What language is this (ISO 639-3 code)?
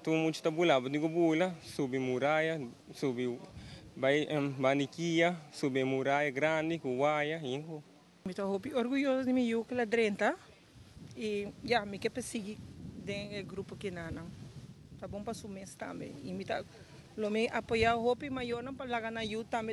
pap